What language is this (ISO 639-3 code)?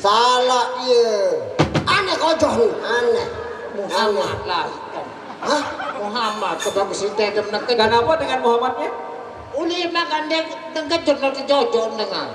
sas